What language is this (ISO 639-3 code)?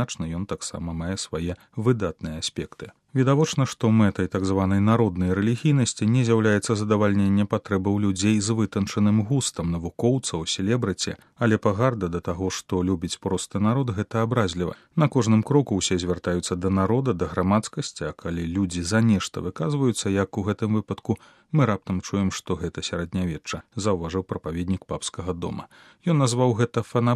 bel